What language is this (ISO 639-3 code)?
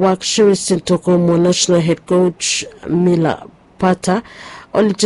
bis